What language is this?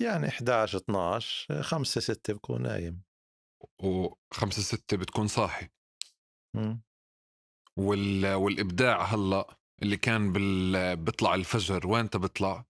North Levantine Arabic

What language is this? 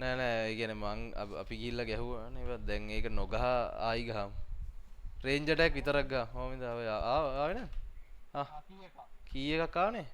Sinhala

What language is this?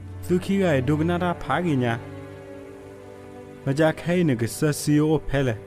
S'gaw Karen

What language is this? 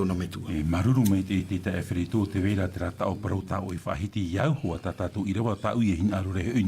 Tahitian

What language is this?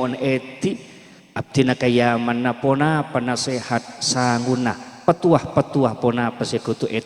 Madurese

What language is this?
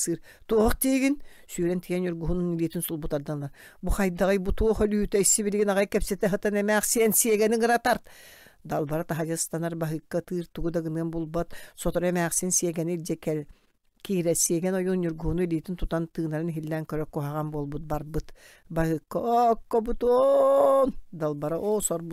Yakut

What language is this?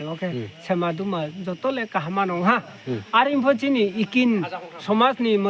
Riang (India)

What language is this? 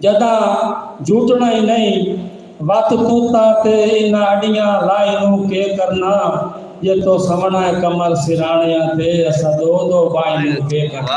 Saraiki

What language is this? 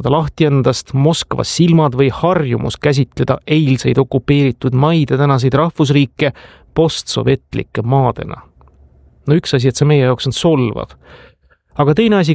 Estonian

